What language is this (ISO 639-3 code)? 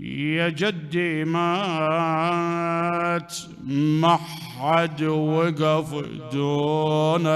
acm